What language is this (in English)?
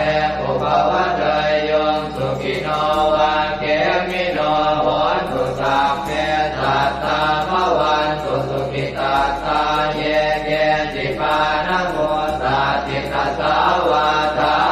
Pali